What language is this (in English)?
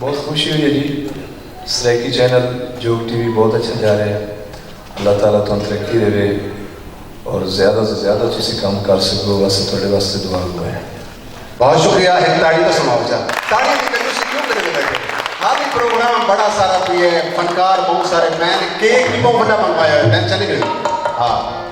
Saraiki